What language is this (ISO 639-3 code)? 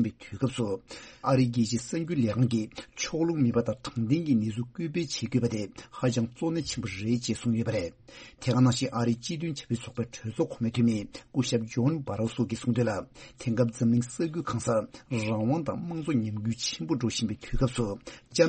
bod